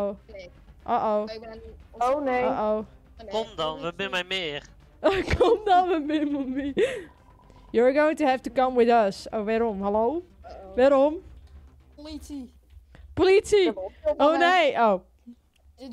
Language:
Western Frisian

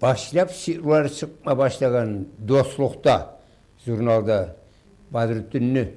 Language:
Kumyk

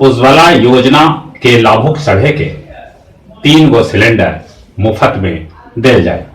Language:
Magahi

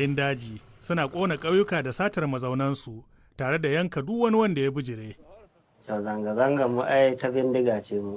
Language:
Hausa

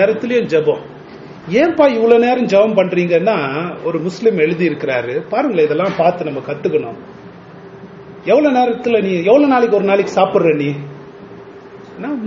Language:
Tamil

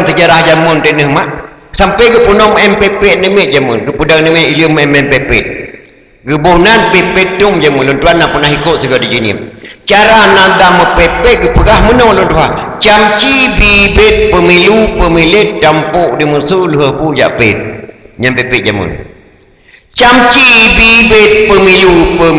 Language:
Achinese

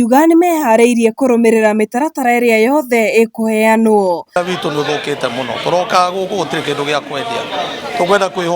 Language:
Kikuyu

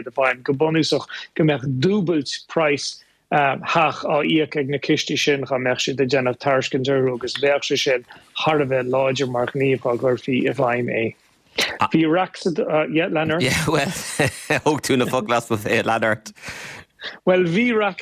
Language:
Irish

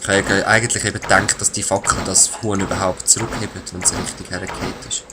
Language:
Swiss German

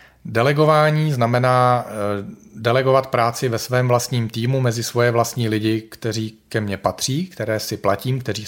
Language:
Czech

